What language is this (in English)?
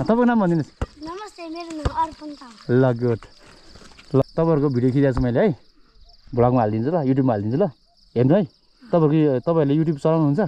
Nepali